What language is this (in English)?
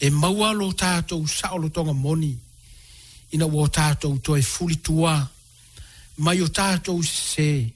Samoan